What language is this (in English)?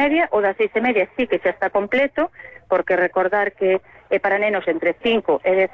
Galician